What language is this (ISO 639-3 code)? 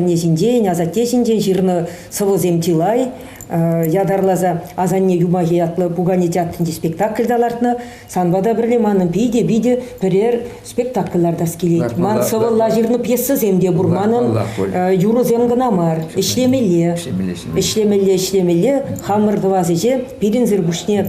chv